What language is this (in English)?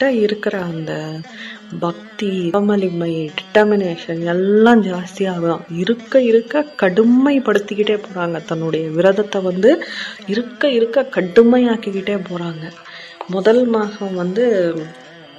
Tamil